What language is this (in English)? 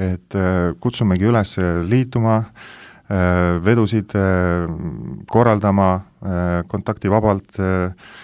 Estonian